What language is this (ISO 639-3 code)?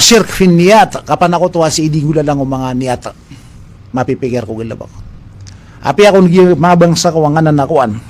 mrw